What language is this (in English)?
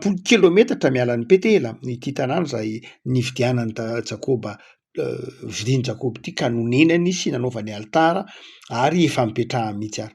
Malagasy